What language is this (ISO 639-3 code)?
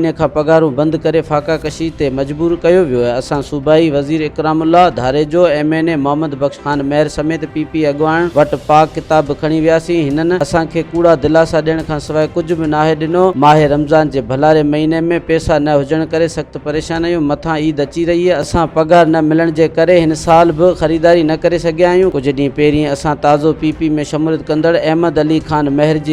snd